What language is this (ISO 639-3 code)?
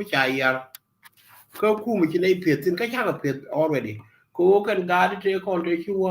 nus